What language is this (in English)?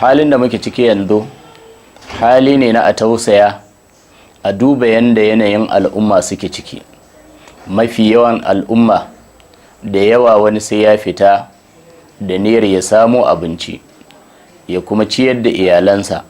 Hausa